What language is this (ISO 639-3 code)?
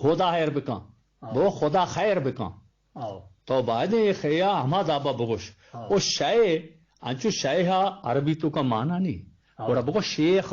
bgp